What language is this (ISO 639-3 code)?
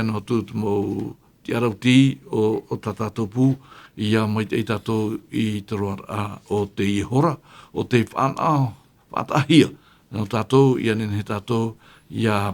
tah